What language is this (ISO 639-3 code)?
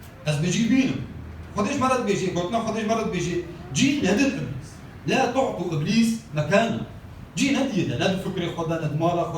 kur